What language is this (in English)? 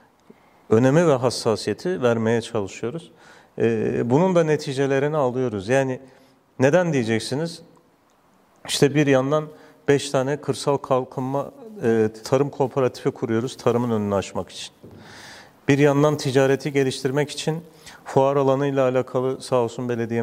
Turkish